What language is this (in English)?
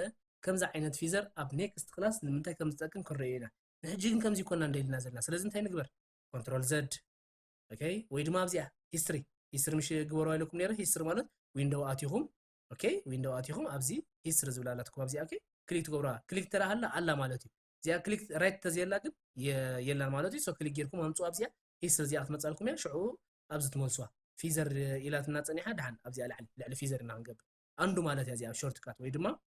Tigrinya